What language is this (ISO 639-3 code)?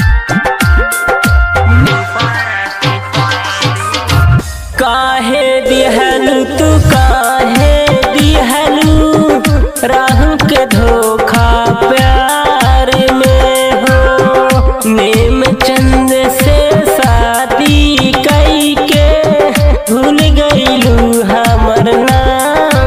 bho